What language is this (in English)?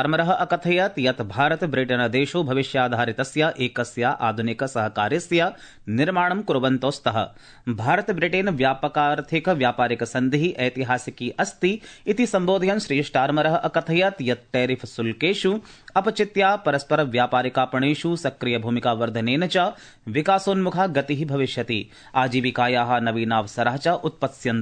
Sanskrit